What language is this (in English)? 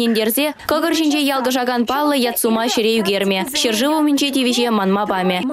Chuvash